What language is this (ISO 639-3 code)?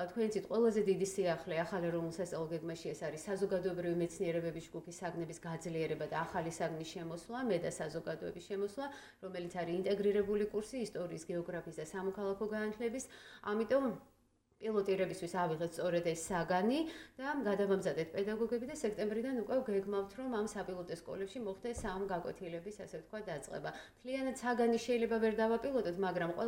kat